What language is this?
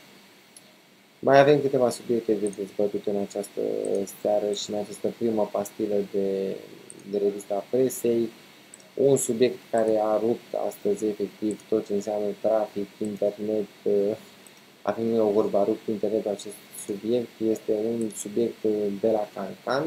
Romanian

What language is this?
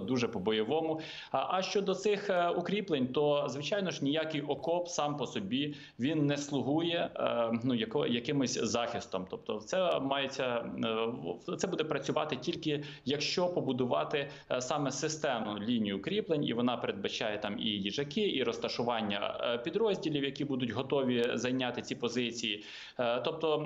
Ukrainian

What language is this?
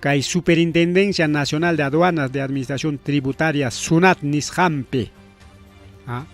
Ayacucho Quechua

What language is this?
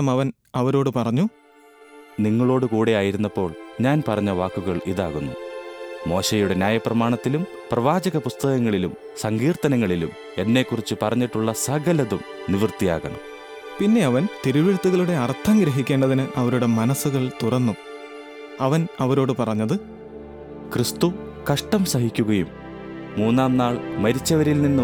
Malayalam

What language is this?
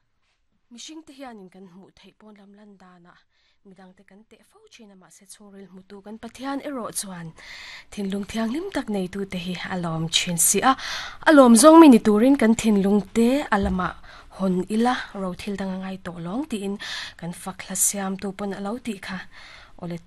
Mizo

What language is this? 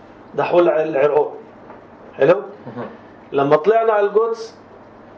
North Levantine Arabic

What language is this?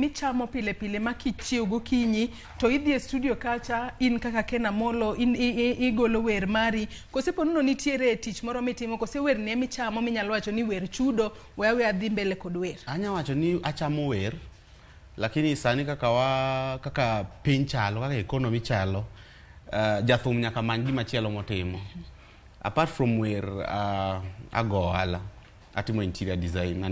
Luo (Kenya and Tanzania)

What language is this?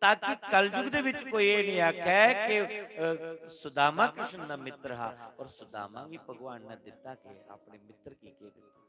Dogri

